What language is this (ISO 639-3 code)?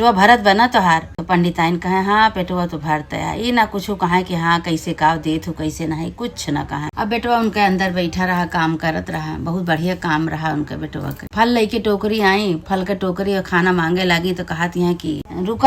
awa